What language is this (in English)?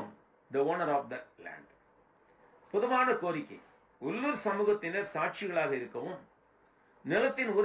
Tamil